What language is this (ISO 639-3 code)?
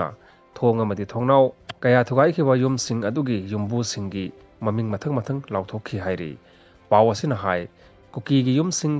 mni